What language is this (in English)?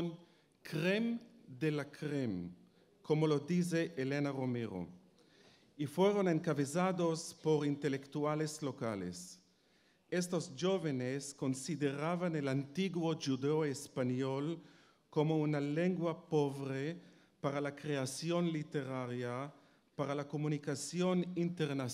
Ladino